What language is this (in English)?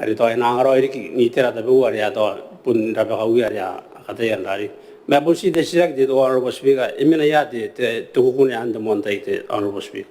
Gilbertese